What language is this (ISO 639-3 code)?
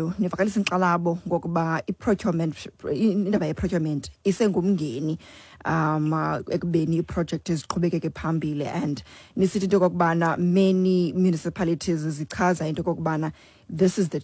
xho